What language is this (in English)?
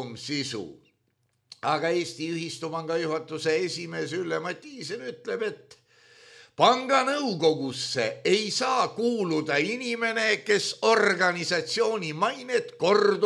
Estonian